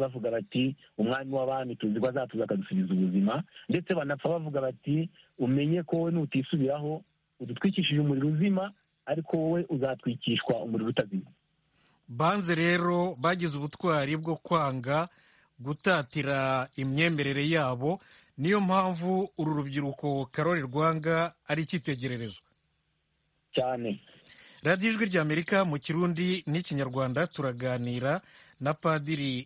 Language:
Kinyarwanda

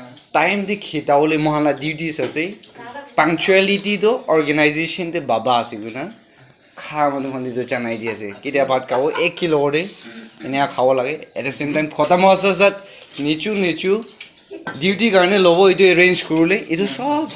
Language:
Naga Pidgin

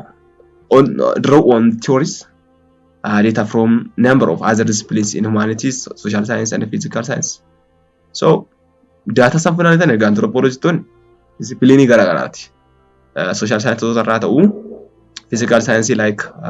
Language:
Oromo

